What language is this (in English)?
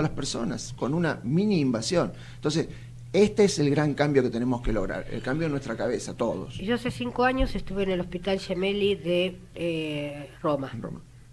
Spanish